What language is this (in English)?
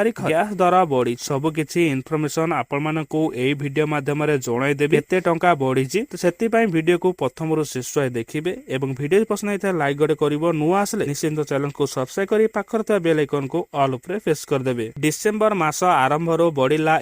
Odia